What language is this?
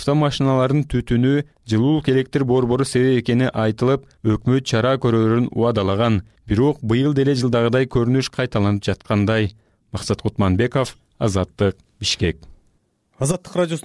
Kyrgyz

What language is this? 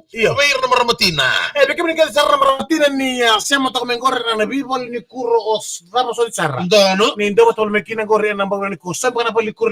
Fijian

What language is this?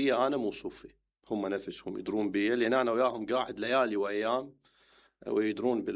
Mesopotamian Arabic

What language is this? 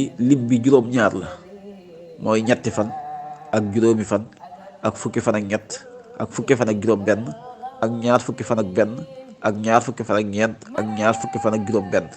Wolof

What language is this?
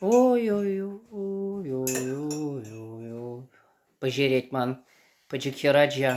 Chuvash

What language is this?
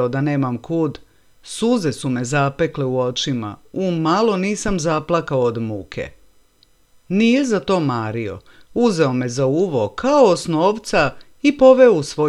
Serbian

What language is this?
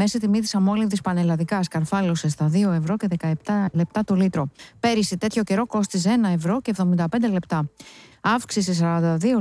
Greek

